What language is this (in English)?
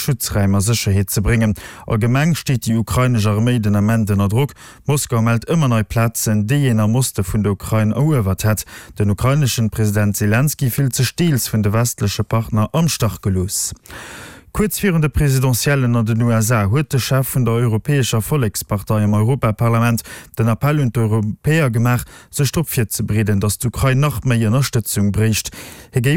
Luxembourgish